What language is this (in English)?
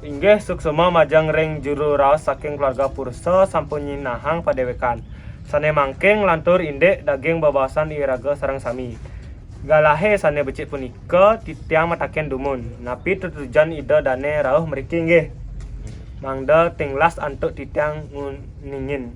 Balinese